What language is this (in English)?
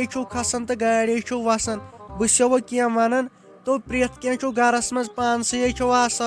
Kashmiri